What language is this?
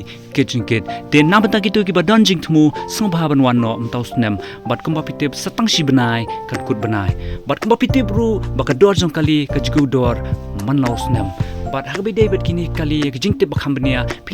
Khasi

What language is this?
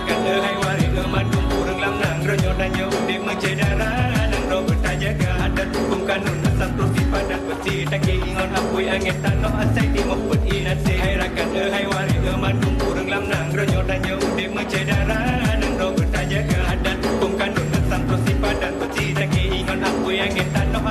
Achinese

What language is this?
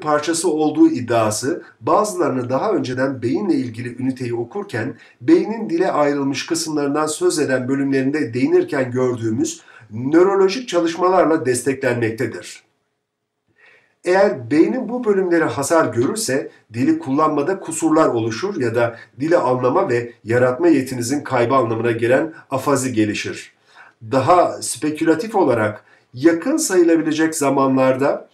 Turkish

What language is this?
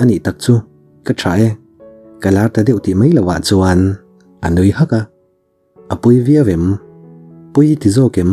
Mizo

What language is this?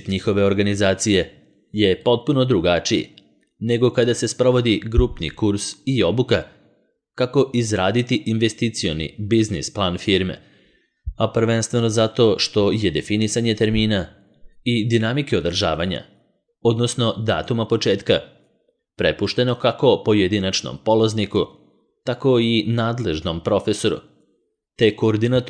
Serbian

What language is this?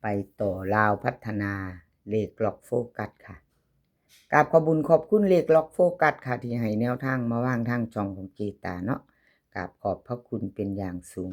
Lao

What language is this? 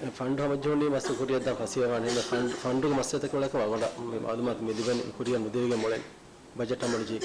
Divehi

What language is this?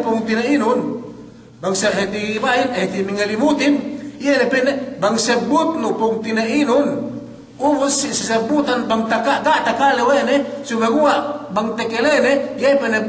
Yakan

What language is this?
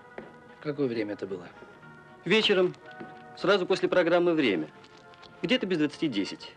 Russian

